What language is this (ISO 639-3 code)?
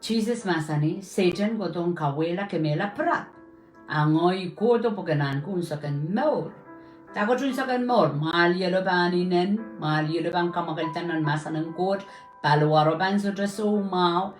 pon